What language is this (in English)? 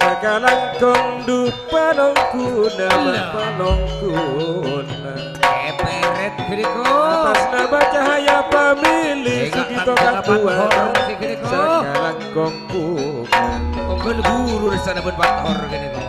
Madurese